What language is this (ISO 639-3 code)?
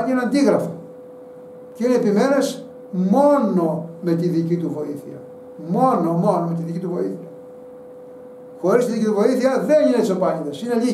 ell